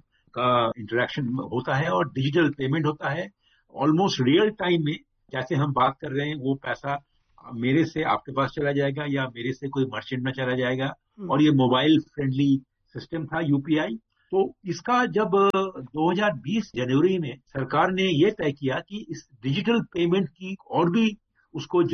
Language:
Hindi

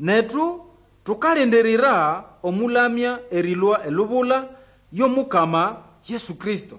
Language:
Nande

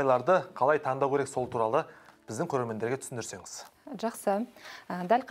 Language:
Kazakh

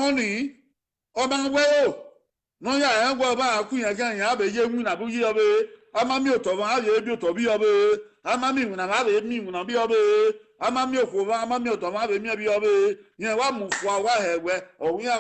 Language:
Bini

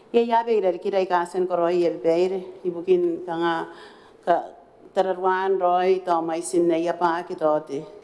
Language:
Gilbertese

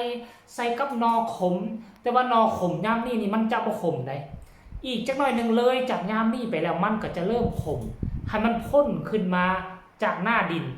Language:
Northeastern Thai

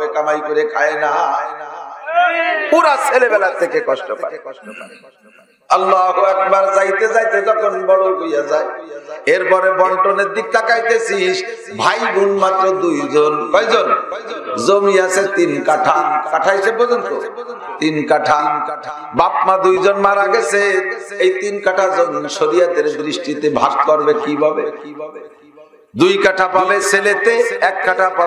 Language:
Bangla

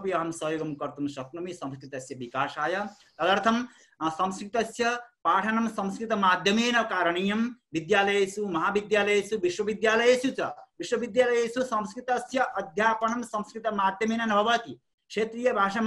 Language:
Sanskrit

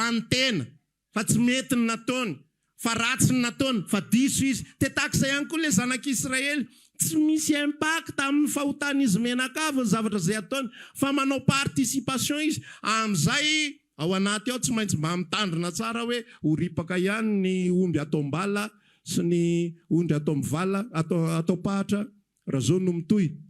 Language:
Malagasy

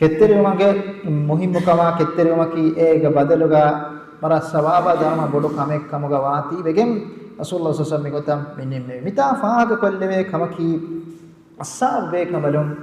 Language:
Divehi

